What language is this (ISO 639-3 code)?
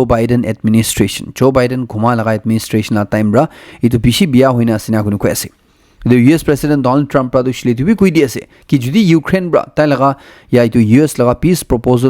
nag